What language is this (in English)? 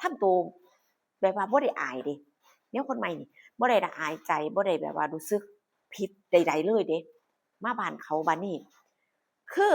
Northeastern Thai